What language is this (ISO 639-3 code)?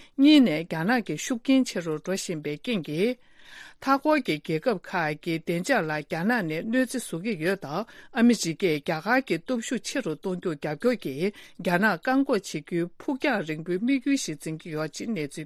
bod